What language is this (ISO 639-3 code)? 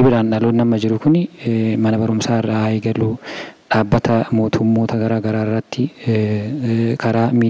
orm